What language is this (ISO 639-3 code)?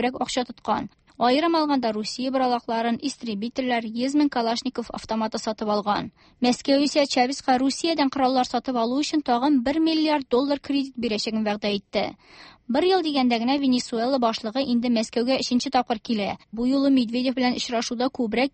tat